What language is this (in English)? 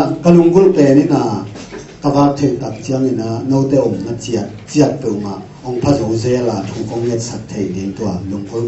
Tedim Chin